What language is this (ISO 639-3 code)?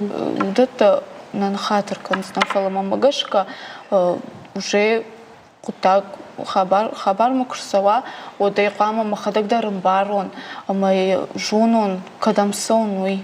oss